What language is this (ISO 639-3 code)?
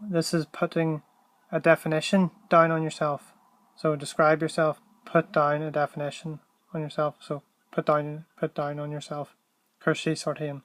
gle